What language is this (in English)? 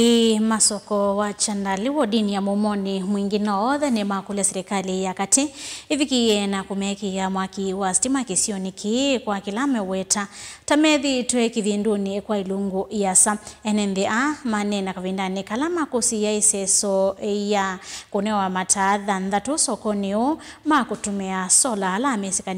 Kamba